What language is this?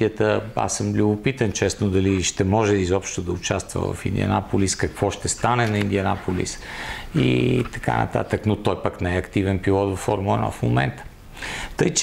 Bulgarian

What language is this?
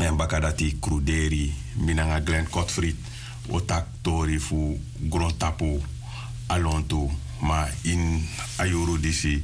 Sranan Tongo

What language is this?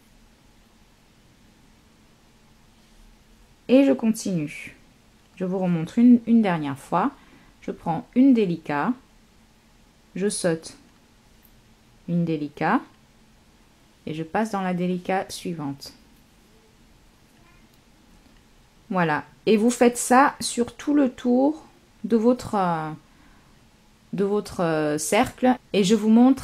French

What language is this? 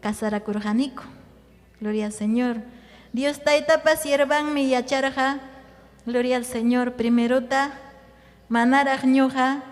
Ayacucho Quechua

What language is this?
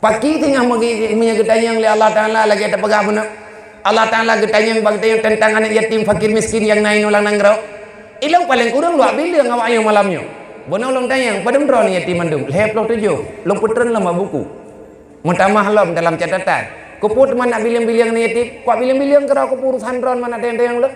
Achinese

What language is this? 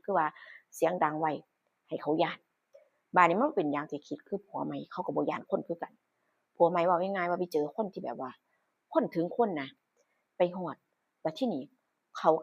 Northeastern Thai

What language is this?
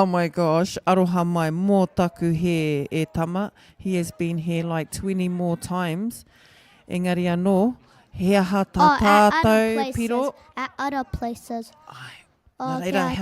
Māori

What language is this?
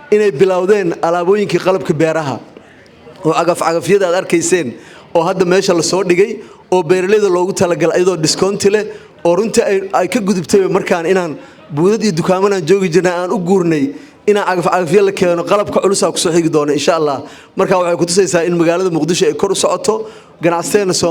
Somali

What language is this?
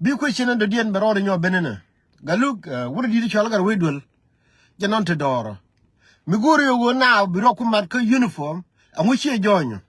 Nuer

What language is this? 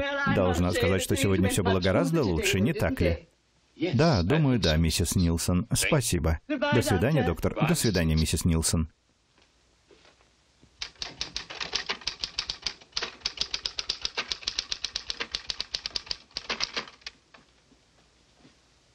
Russian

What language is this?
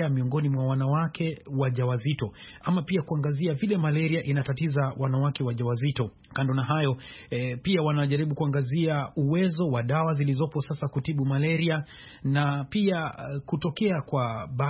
Swahili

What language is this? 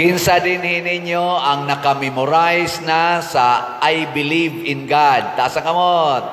Cebuano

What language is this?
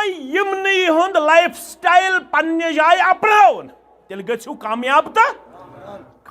Kashmiri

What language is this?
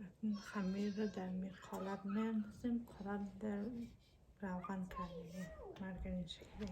Tajik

